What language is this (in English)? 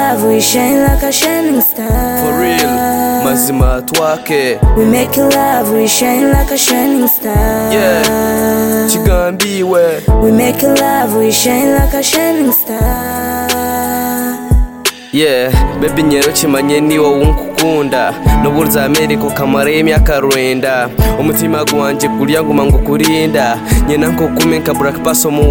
Kinyarwanda